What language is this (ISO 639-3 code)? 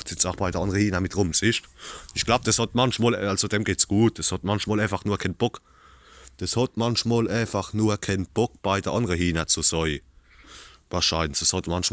pfl